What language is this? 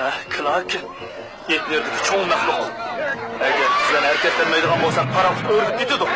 Uyghur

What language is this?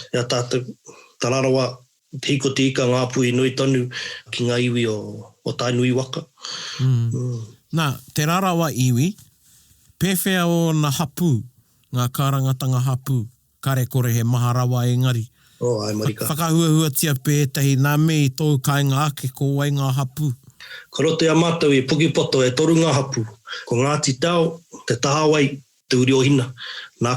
Māori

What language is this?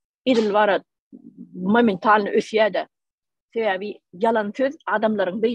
Turkmen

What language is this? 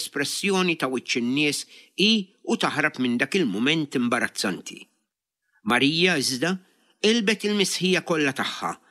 Maltese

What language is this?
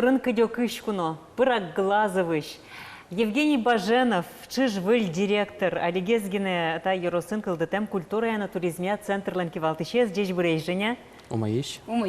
Udmurt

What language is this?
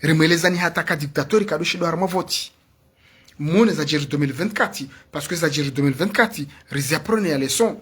Ngazidja Comorian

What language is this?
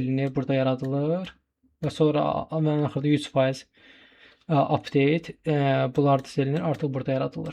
Azerbaijani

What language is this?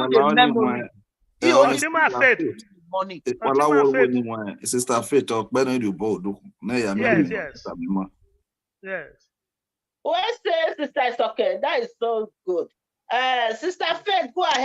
Bini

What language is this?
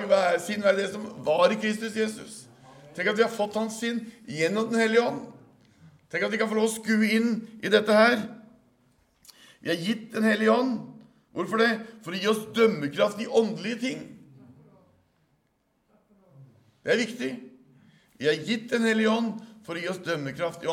Norwegian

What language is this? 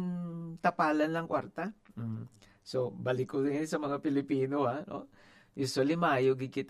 Hiligaynon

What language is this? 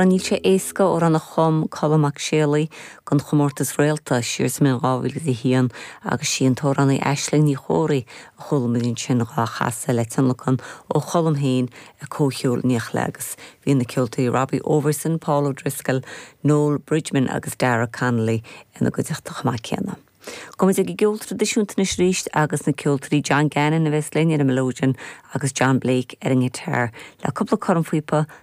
Irish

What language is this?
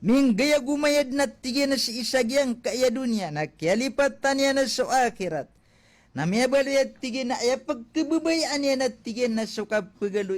Maranao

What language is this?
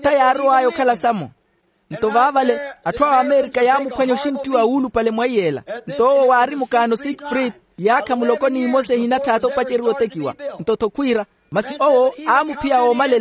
Makhuwa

